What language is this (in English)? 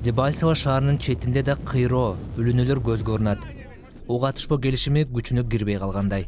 Kyrgyz